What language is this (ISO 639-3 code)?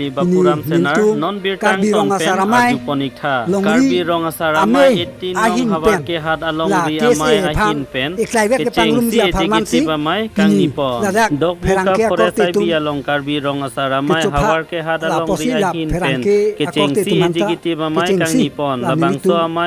mjw